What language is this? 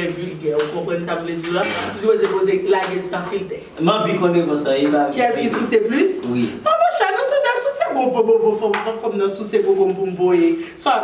Haitian Creole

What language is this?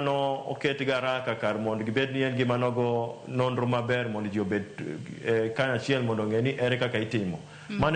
Luo (Kenya and Tanzania)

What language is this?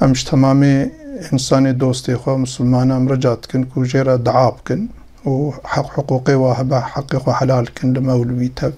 Kurdish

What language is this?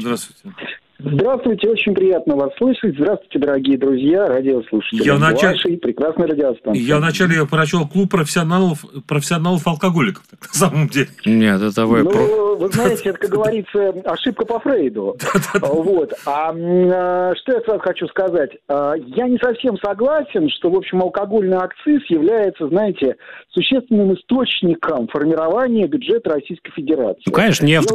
Russian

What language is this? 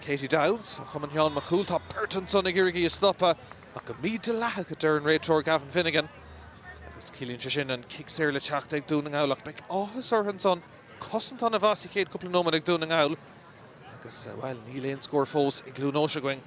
Irish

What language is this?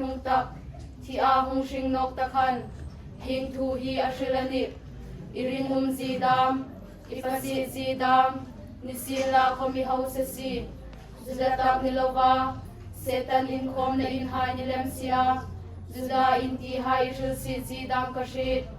Hmar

